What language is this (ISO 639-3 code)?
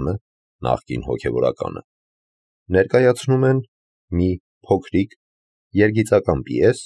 hye